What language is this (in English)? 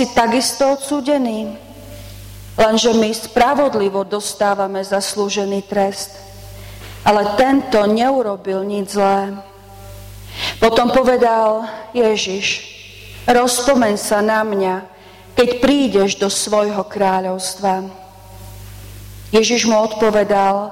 Slovak